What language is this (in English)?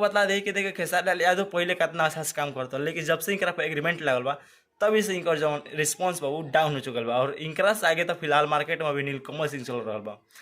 Bhojpuri